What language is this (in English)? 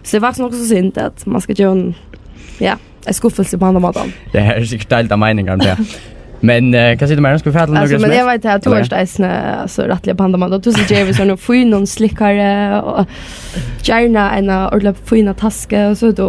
Faroese